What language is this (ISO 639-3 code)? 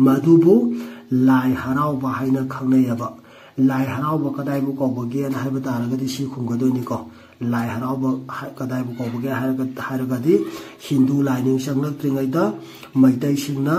mni